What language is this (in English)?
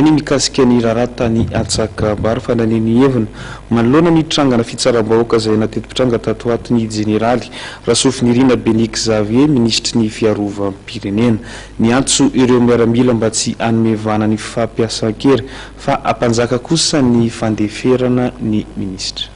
Malagasy